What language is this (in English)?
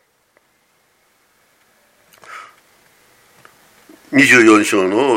Japanese